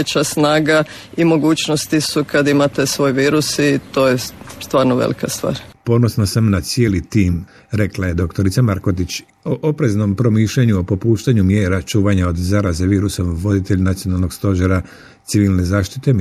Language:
Croatian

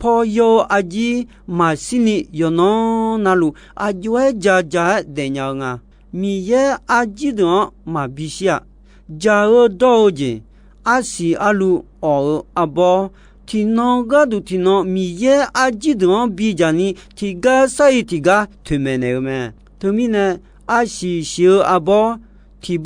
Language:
Akha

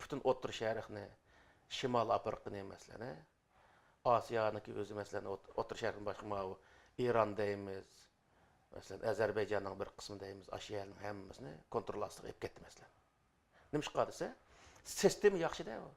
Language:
Uyghur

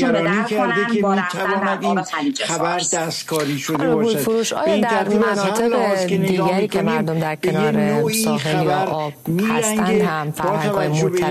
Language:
Persian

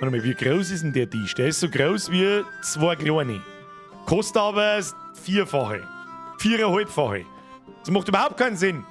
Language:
Bavarian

